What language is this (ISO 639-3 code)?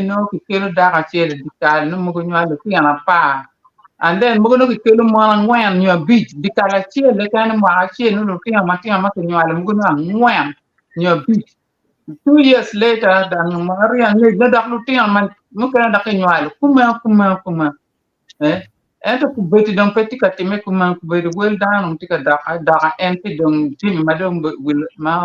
ach